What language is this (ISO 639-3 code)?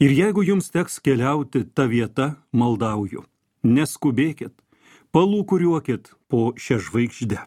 lit